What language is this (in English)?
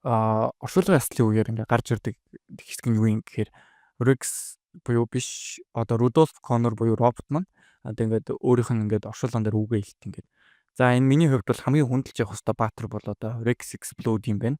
Mongolian